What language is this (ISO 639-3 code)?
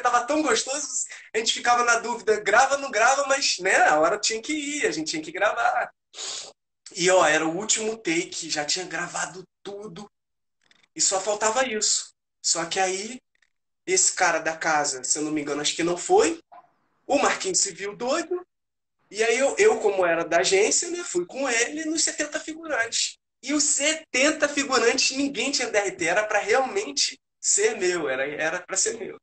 por